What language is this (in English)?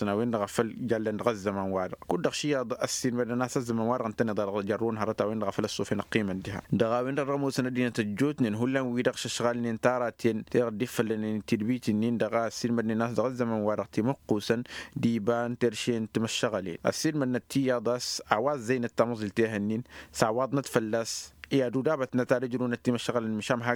Tamasheq